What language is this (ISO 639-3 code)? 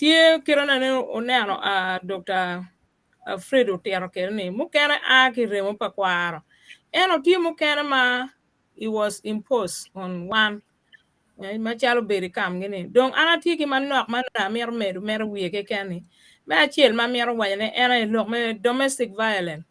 ach